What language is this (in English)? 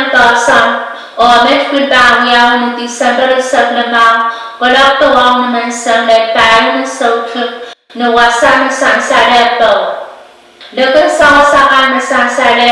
Pohnpeian